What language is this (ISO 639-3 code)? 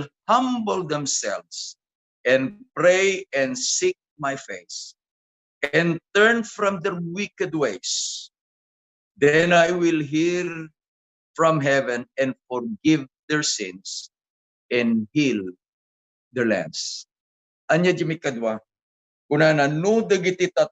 ilo